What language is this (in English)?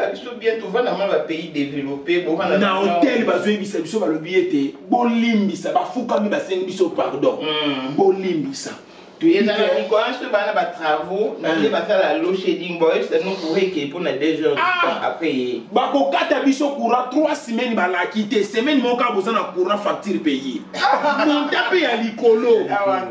Lingala